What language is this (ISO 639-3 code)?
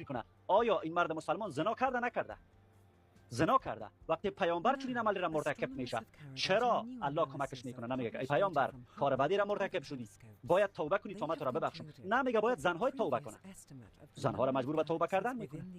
fas